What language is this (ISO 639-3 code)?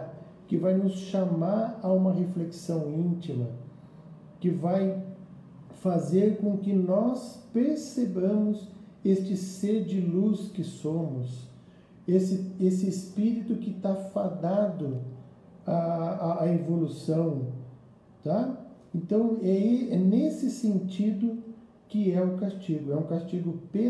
por